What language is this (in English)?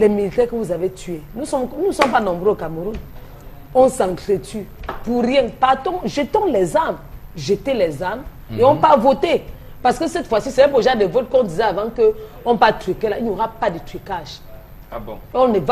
French